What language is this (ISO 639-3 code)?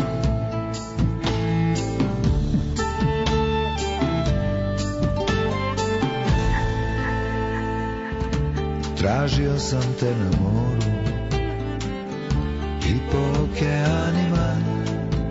srp